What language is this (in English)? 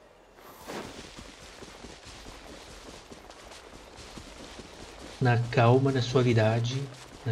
Portuguese